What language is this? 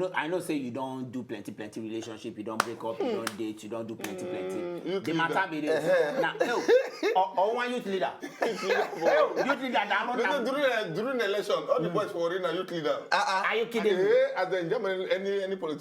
Nigerian Pidgin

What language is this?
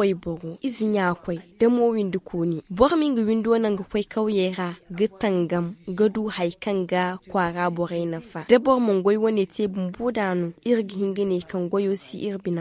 Zarma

